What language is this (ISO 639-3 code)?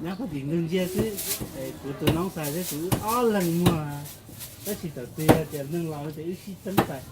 hmn